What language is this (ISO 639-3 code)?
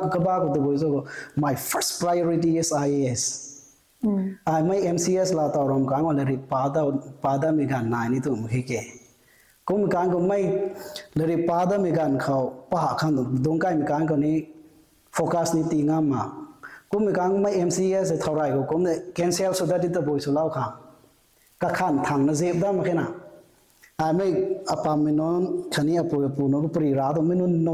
nbu